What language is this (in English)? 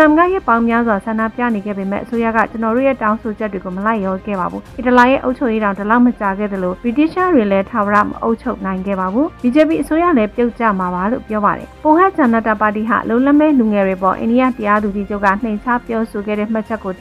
Burmese